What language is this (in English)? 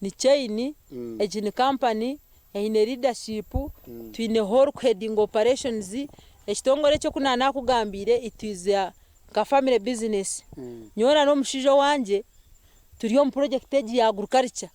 Nyankole